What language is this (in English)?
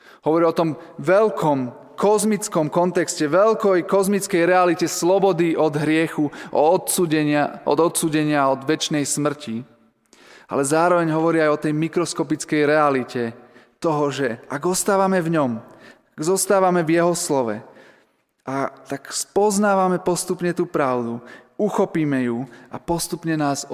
Slovak